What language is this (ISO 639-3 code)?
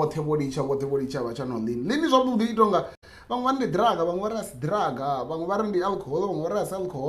ven